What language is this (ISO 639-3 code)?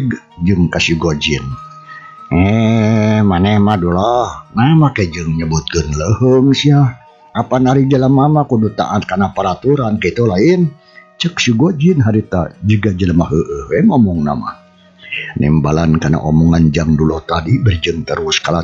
sun